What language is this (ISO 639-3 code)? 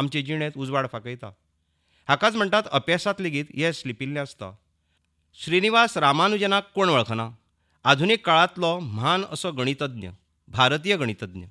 kok